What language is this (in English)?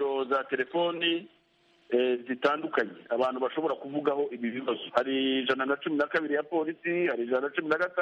Kinyarwanda